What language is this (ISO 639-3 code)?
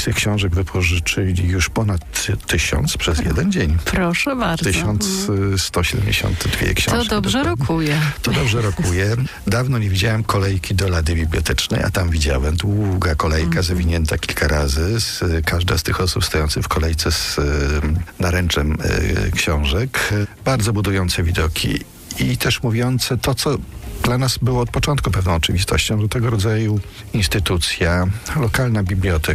pol